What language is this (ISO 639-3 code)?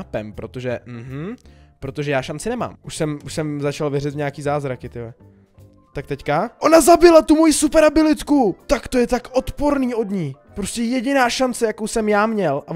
ces